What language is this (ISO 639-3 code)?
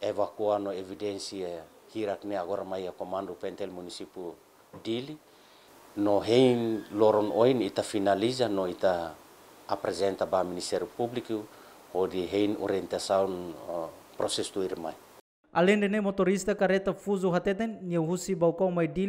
tet